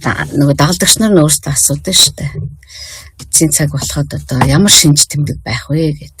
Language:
Mongolian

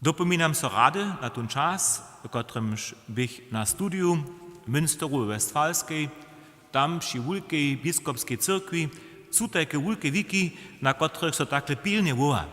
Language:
Upper Sorbian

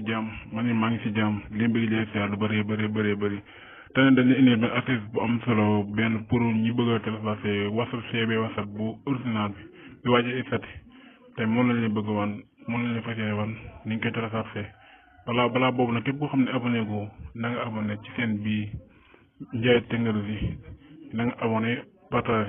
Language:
Wolof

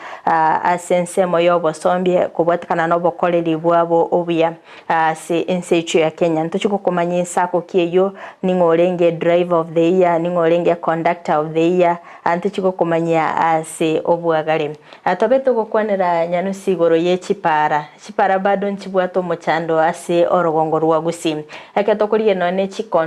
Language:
Gusii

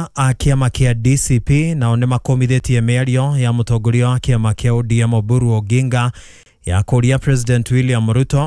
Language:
Kikuyu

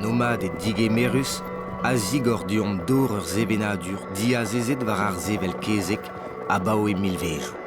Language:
Breton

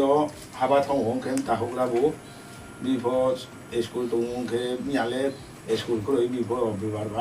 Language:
Riang (India)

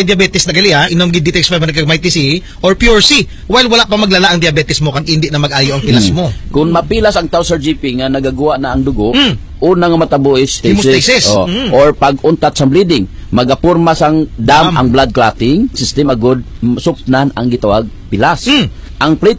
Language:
Hiligaynon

